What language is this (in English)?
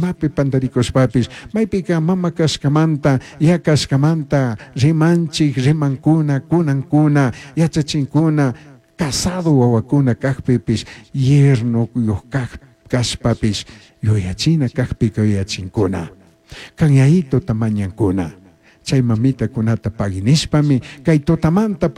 Chimborazo Highland Quichua